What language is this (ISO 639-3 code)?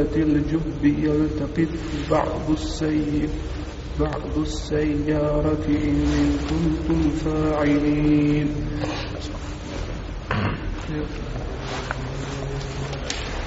bos